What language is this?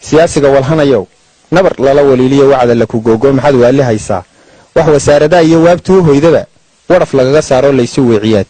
Somali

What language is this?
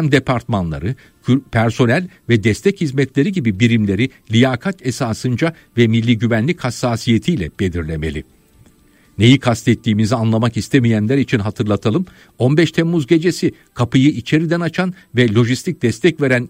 Turkish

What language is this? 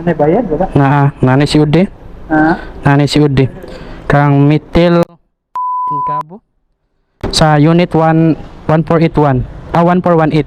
Cebuano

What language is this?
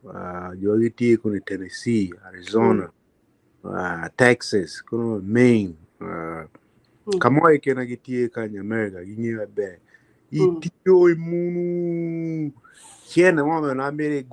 Acoli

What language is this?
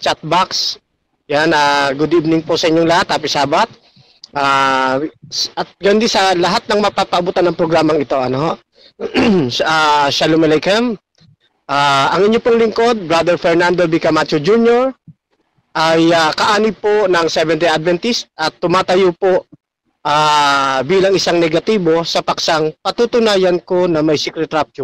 Filipino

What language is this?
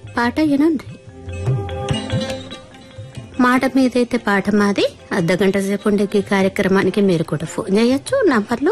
Telugu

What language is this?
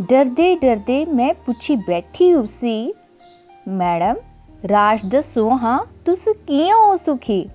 Dogri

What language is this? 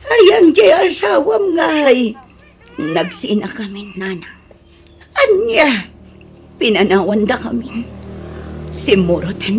Iloko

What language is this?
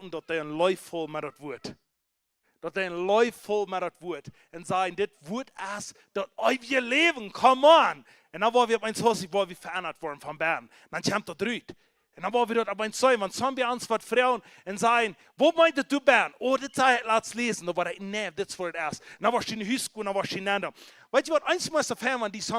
Plautdietsch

